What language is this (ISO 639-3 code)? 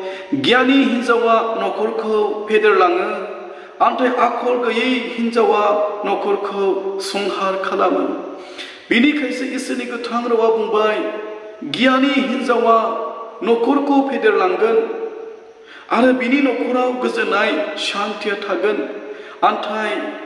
brx